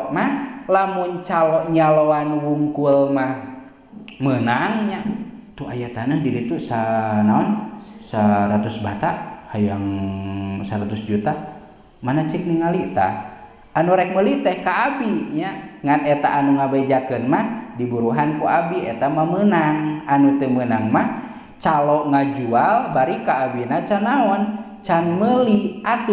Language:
Sundanese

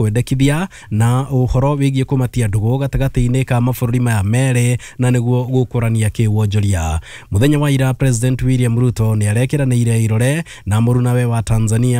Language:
Kikuyu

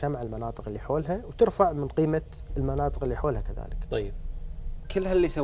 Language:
Gulf Arabic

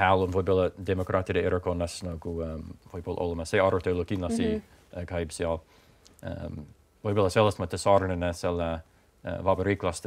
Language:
Estonian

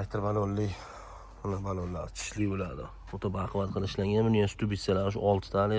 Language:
Uzbek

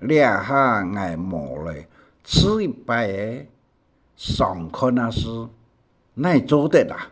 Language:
Hakka Chinese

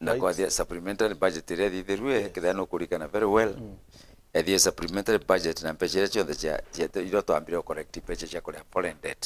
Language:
Meru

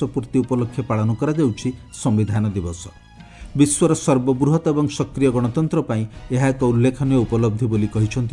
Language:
Odia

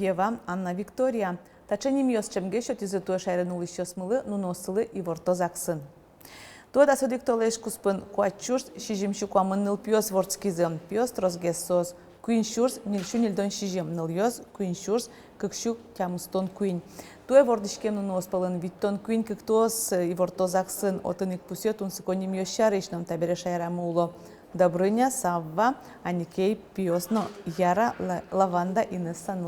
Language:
Udmurt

